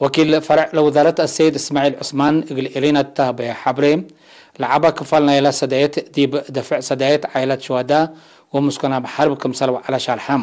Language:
Tigre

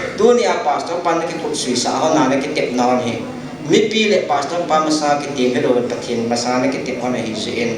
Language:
Paite Chin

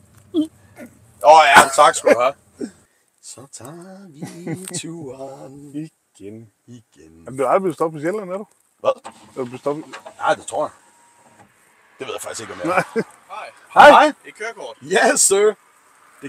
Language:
Danish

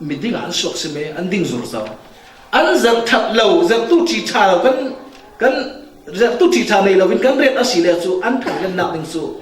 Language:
Falam Chin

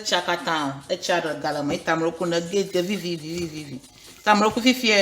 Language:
Ewe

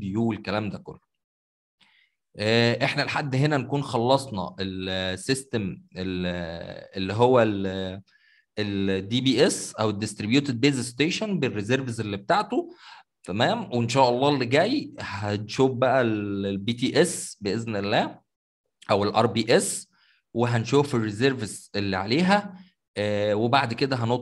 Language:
Egyptian Arabic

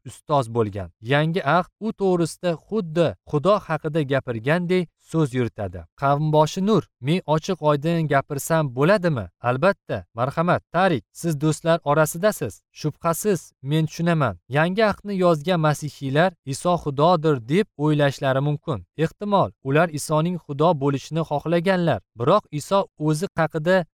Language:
Uzbek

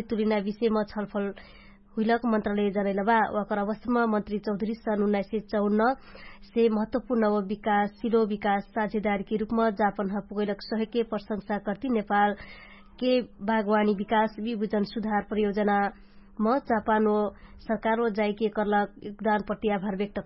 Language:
Dangaura Tharu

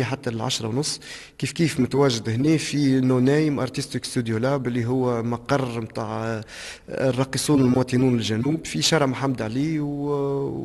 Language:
Tunisian Arabic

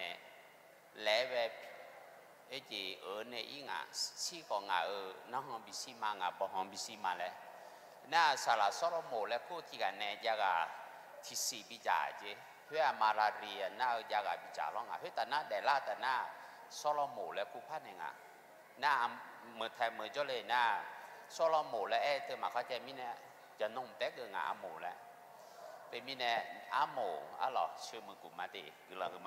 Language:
Akha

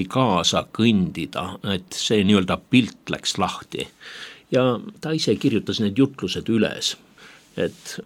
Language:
Estonian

